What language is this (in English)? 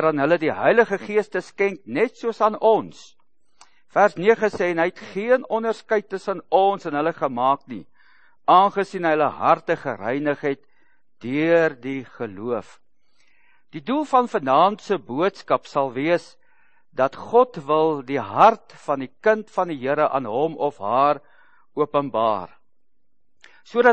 Afrikaans